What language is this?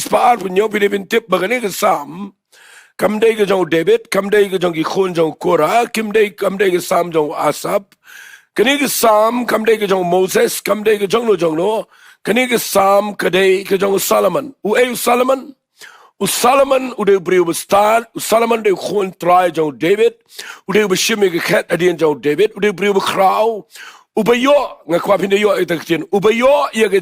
Khasi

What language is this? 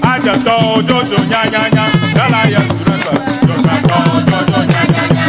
Ewe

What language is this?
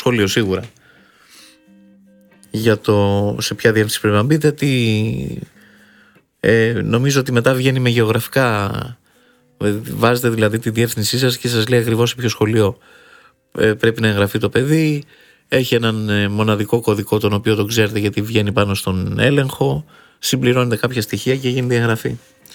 Greek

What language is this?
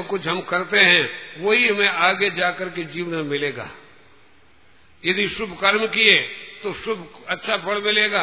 Hindi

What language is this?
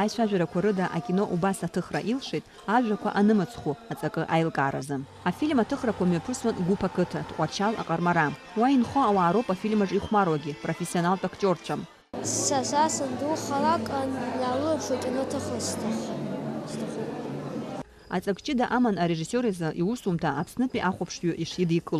Abkhazian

